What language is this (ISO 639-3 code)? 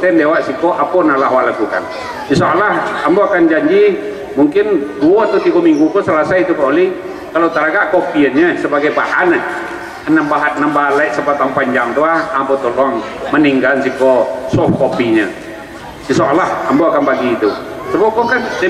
min